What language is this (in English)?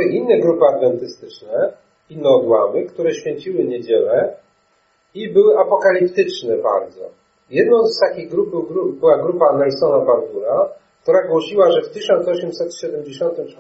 Polish